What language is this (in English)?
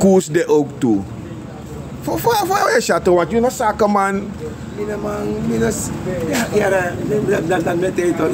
Sranan Tongo